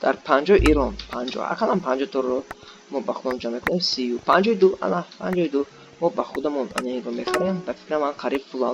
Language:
Tajik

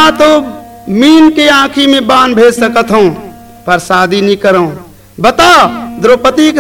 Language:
Bhojpuri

